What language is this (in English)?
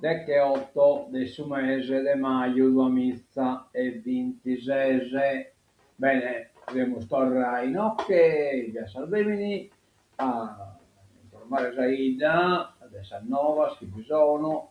Sardinian